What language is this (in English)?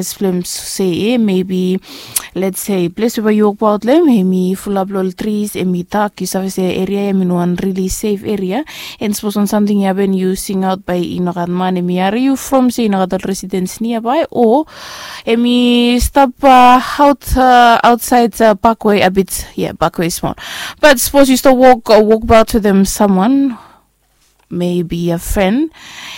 Bislama